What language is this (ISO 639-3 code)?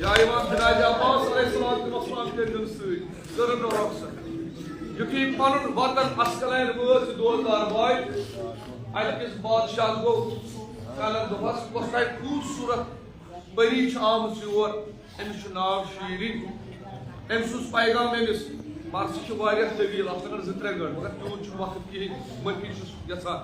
kas